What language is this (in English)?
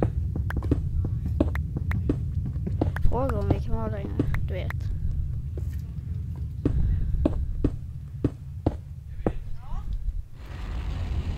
Swedish